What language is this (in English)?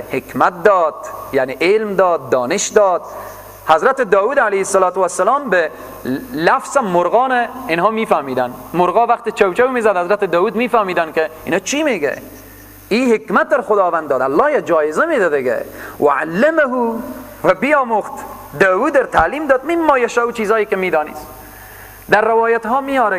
Persian